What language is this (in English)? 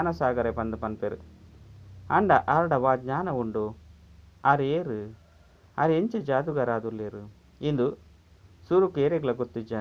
Tulu